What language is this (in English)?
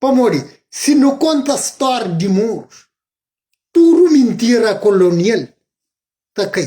Kabuverdianu